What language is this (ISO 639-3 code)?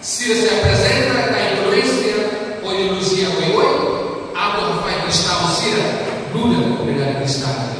tet